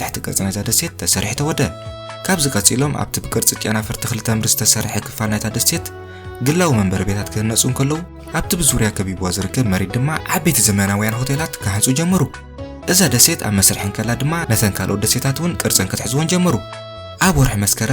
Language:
Tigrinya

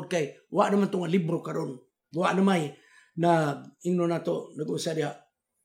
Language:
Cebuano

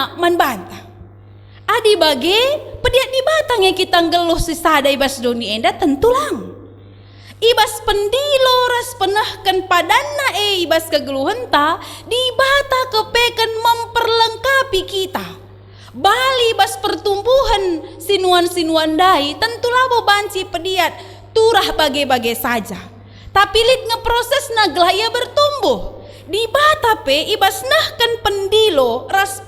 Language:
Batak Karo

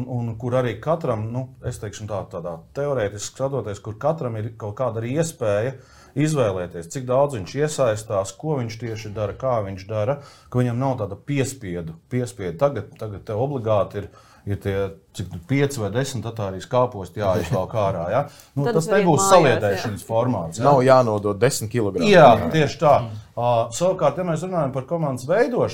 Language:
Latvian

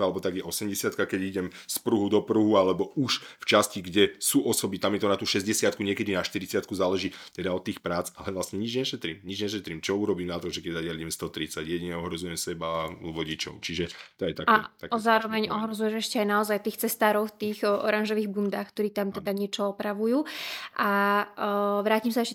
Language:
Slovak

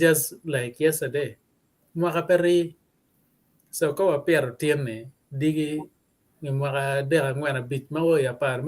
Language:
Acoli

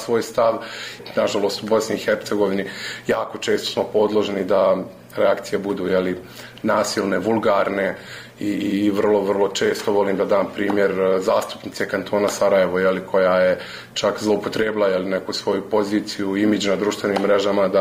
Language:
Bosnian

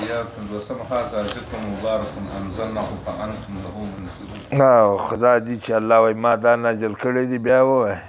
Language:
Pashto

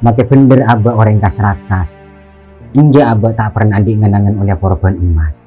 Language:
Madurese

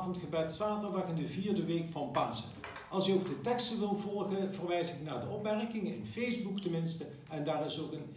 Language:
Dutch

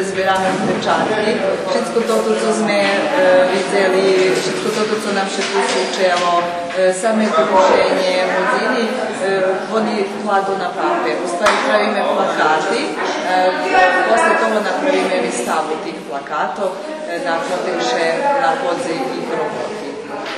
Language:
Rusyn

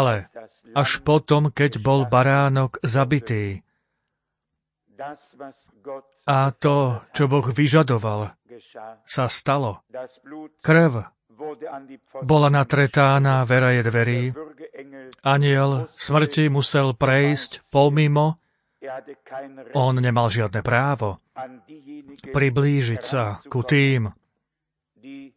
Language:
Slovak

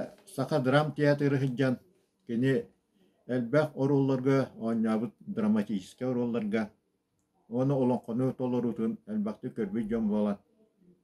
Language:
Yakut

